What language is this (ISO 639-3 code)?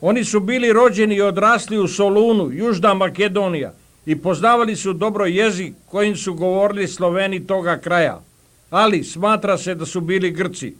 bos